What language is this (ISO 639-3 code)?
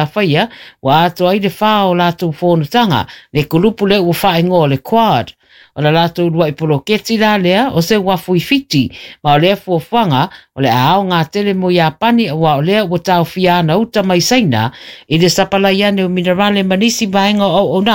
smo